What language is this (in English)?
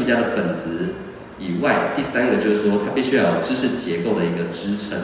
Chinese